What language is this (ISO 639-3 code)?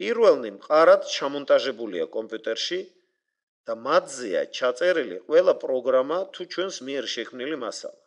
kat